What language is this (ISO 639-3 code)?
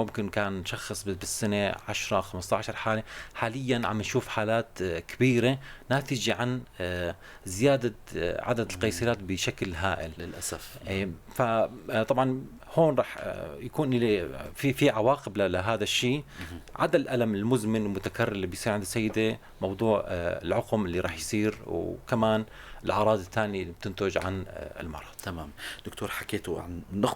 apc